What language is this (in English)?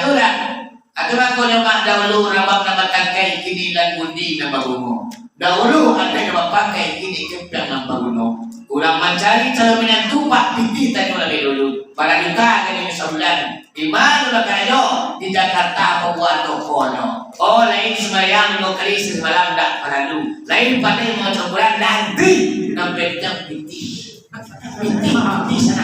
Minangkabau